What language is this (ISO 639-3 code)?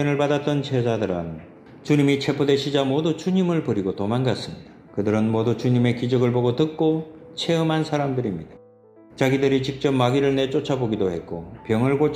kor